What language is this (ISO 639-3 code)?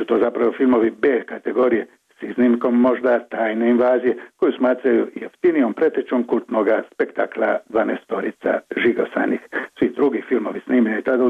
hrv